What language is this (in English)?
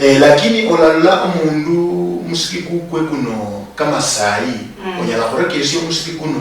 Luyia